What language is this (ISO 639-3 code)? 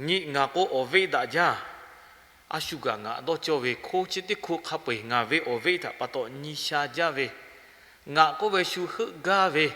lhu